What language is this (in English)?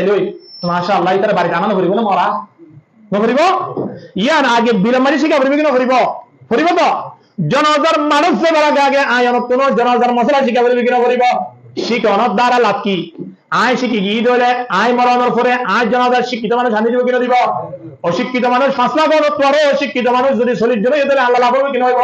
Rohingya